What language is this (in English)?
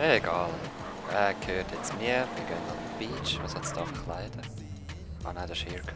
Swiss German